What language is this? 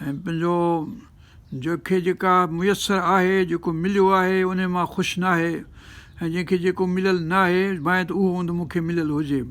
Sindhi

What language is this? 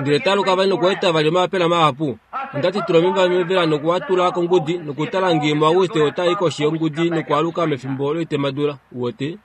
Kuanyama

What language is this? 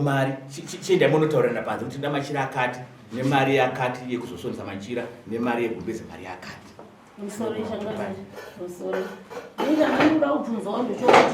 Shona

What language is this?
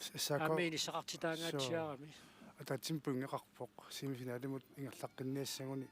Kalaallisut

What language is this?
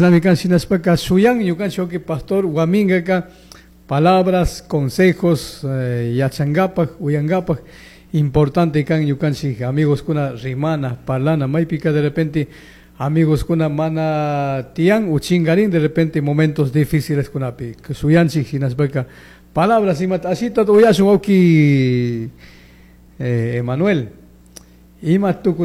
Chimborazo Highland Quichua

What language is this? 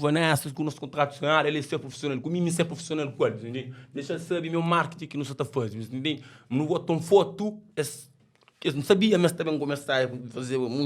Kabuverdianu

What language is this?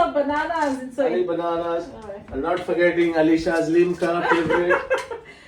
Konkani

